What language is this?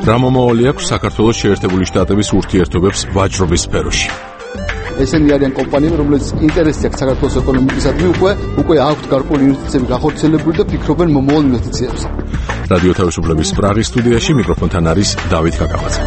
Georgian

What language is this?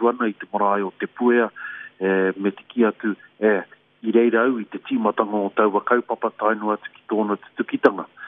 Māori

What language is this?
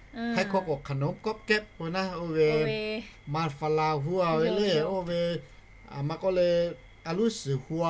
Lahu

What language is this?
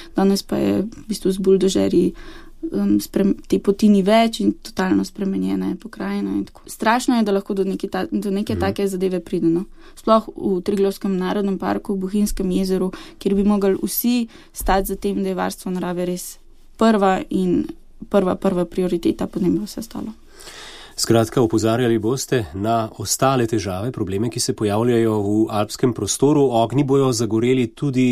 Slovenian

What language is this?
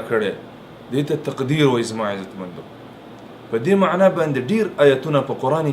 Pashto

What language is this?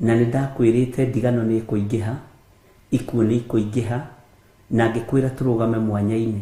Kikuyu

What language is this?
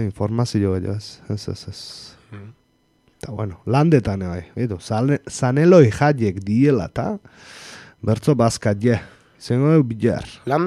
Basque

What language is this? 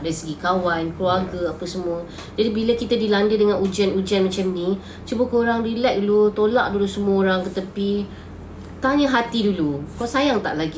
Malay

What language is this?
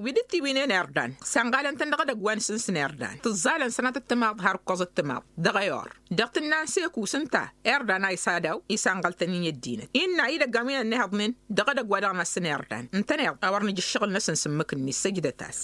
Tamasheq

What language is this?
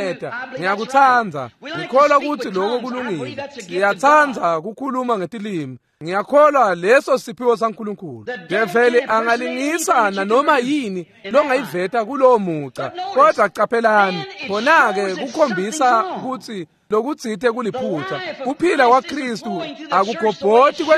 Swati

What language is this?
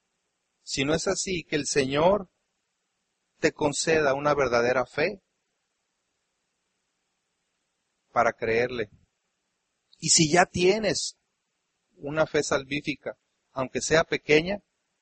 Spanish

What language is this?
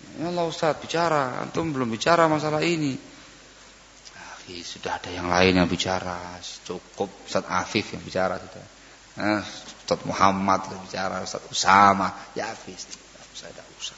Indonesian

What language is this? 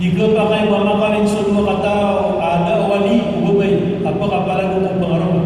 Maranao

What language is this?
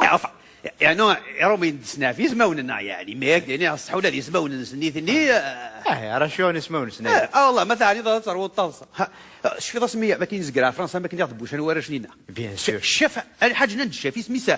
Kabyle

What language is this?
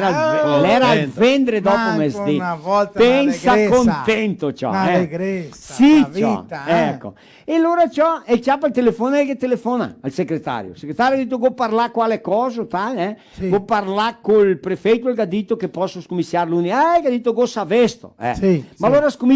Venetian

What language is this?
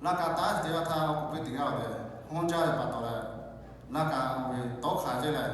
Lahu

